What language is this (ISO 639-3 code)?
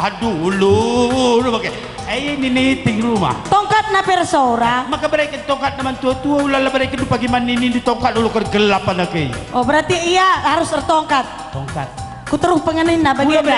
btx